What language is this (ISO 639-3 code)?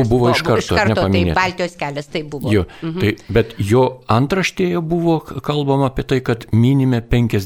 lit